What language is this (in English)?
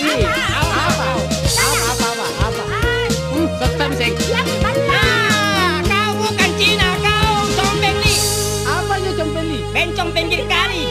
Makasar